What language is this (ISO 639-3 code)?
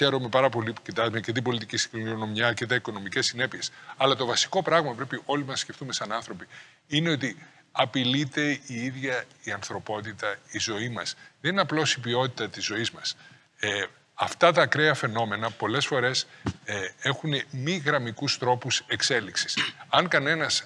ell